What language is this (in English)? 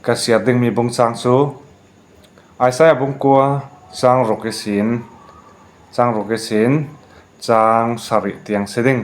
Falam Chin